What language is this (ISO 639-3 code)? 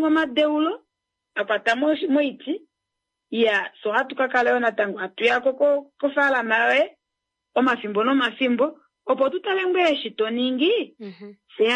kua